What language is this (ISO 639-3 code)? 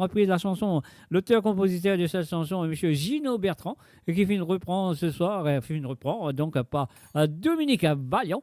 mfe